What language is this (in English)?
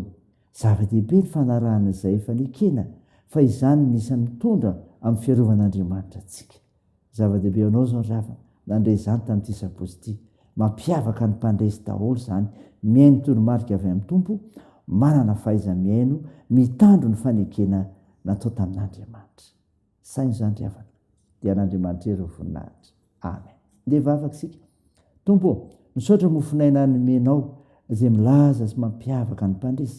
Malagasy